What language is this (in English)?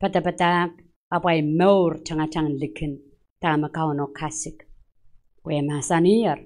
Pohnpeian